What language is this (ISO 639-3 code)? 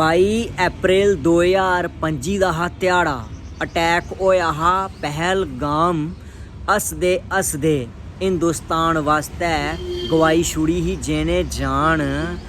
doi